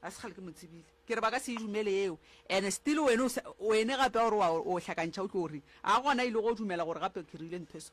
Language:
Northern Sotho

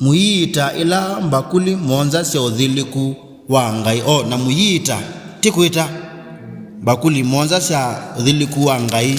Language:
Kamba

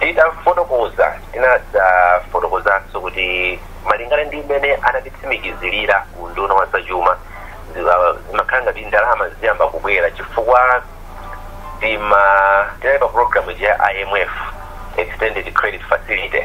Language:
Nyanja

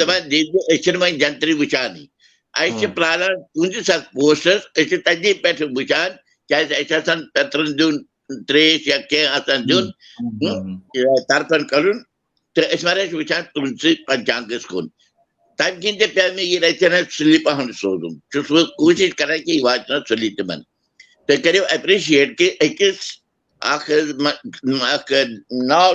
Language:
Kashmiri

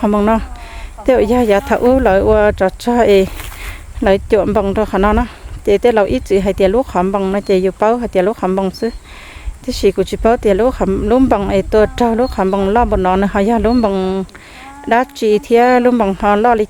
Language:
Hmong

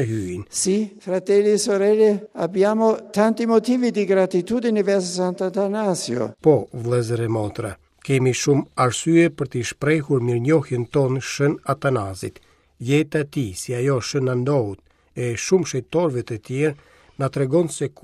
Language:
Albanian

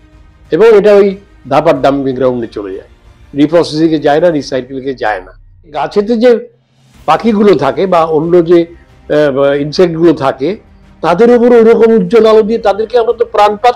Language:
Bangla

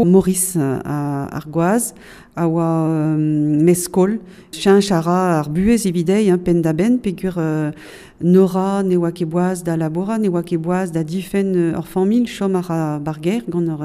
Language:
Breton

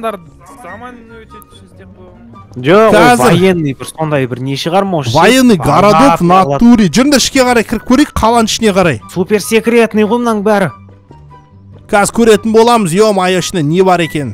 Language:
Kazakh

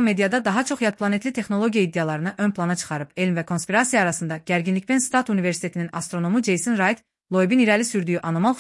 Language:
Azerbaijani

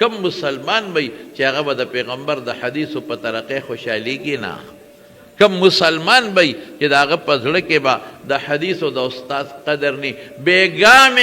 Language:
Pashto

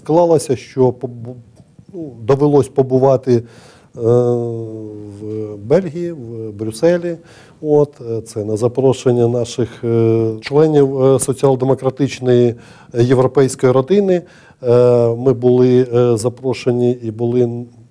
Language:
Ukrainian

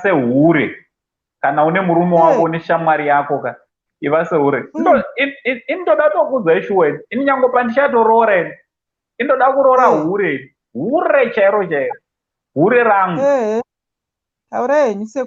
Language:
Shona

